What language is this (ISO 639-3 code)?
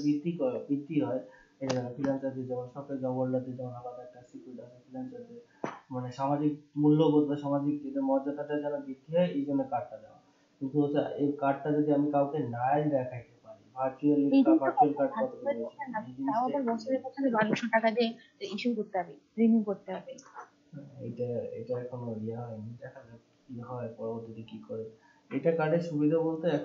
ben